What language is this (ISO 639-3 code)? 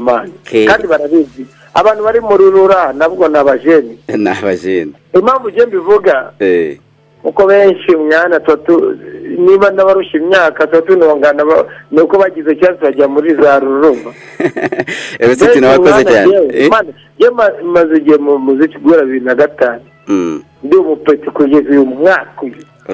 kin